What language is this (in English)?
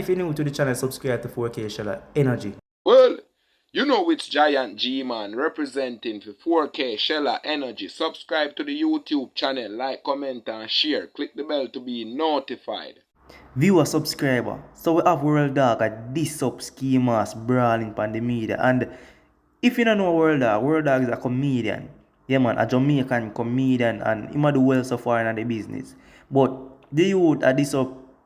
Jamaican Creole English